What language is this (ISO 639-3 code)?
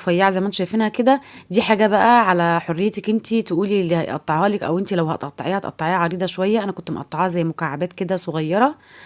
arz